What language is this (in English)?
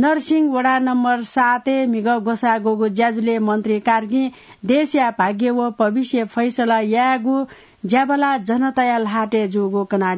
Newari